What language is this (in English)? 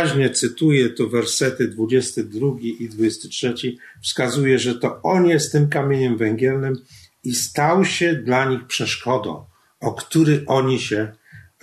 Polish